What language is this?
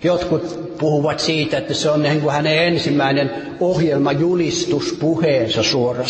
Finnish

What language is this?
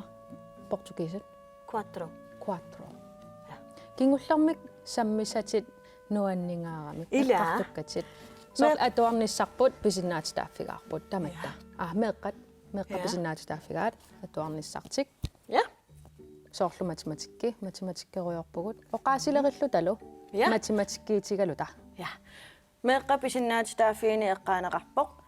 Kalaallisut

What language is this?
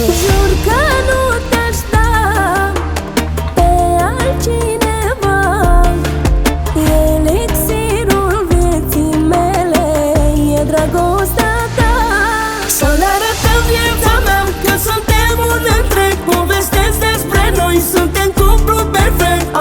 Romanian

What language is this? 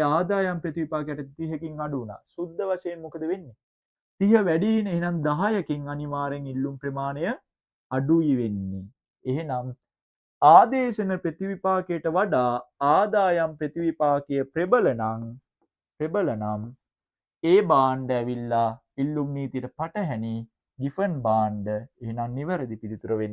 Sinhala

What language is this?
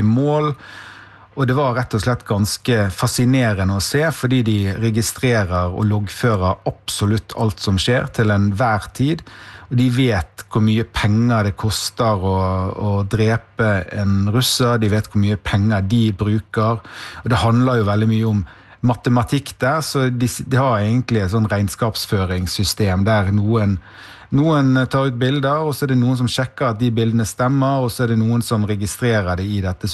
Norwegian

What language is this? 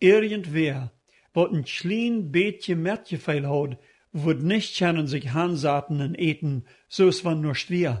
Plautdietsch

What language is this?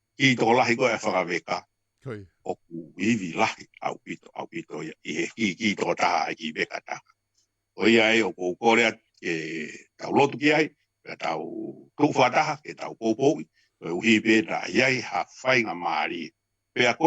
Tongan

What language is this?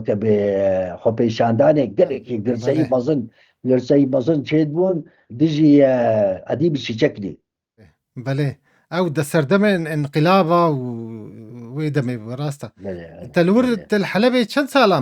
Kurdish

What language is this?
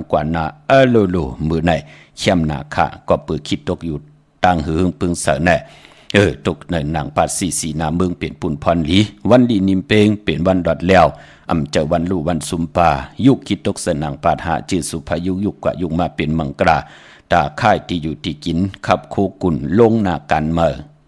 Shan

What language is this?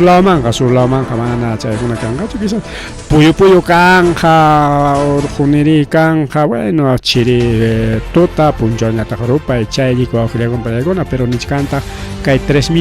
Ayacucho Quechua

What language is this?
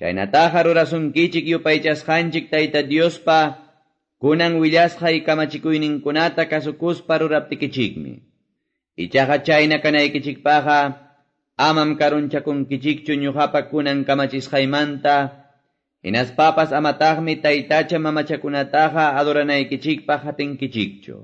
Quechua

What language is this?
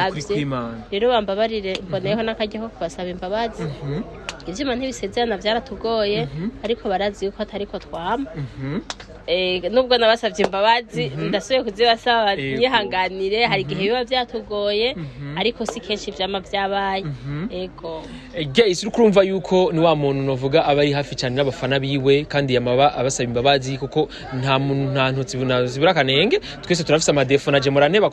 Rundi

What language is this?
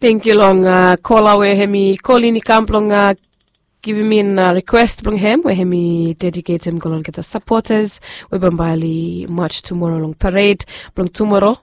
Bislama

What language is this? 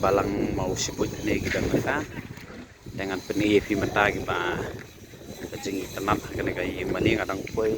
Khasi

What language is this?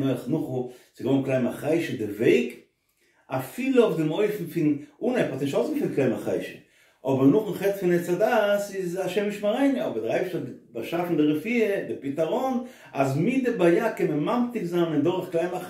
Yiddish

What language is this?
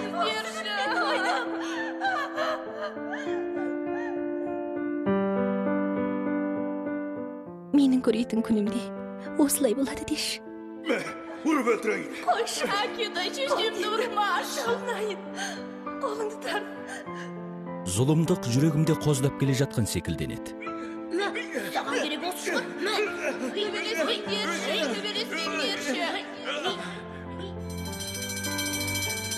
Kazakh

